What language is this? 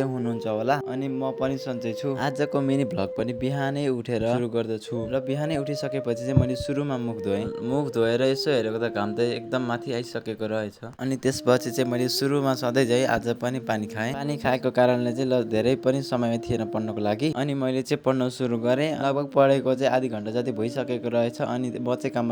Nepali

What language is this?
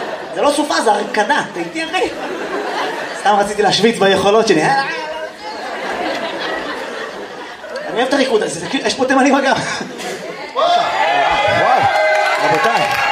Hebrew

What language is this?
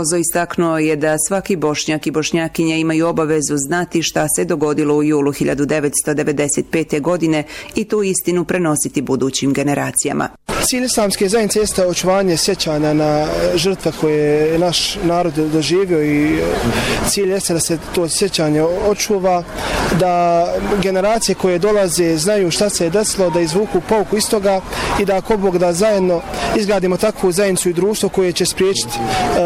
Bosnian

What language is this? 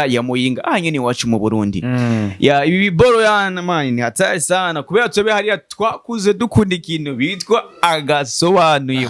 Rundi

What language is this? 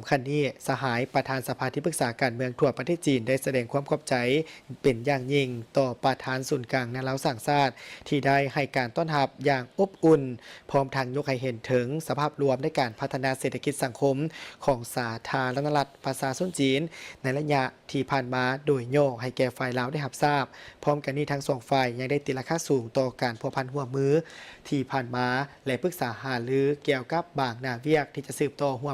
Lao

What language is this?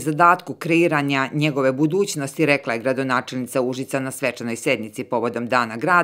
Serbian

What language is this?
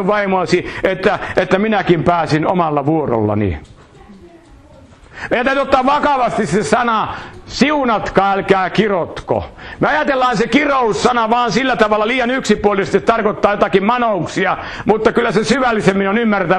Finnish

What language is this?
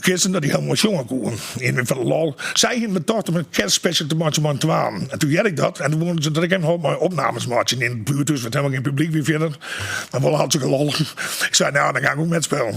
Western Frisian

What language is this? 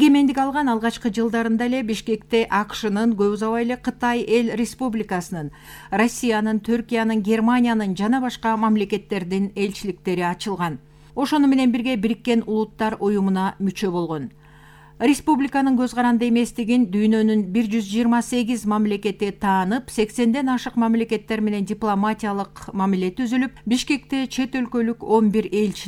Kyrgyz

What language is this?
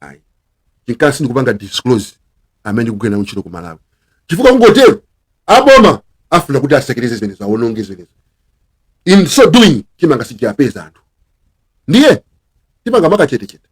Nyanja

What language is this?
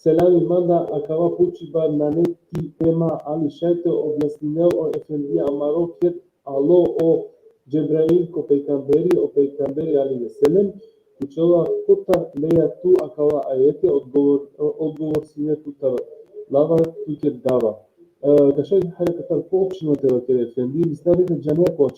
Balkan Romani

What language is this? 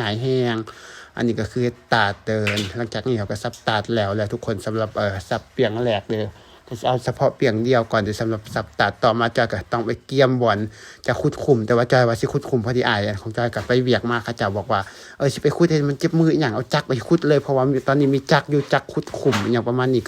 Lao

